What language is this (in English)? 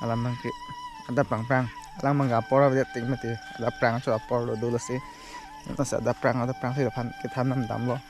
Karbi